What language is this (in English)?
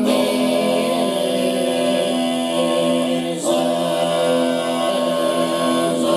Sardinian